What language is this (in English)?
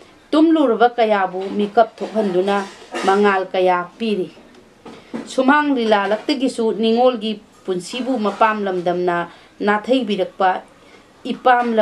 Manipuri